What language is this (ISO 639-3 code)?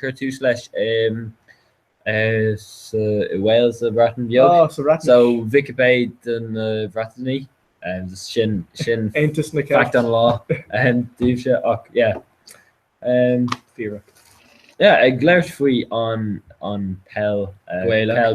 gle